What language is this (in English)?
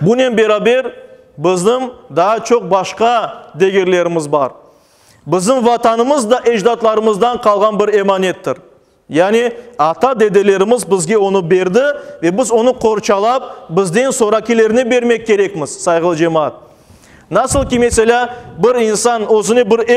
Crimean Tatar